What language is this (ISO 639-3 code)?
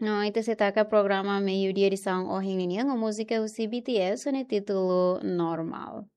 tet